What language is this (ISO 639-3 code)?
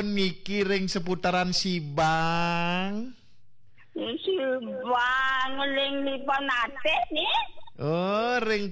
ban